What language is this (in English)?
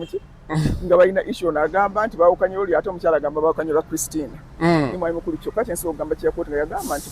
Ganda